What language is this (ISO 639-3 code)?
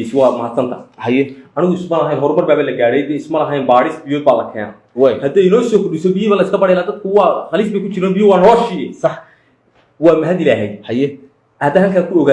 som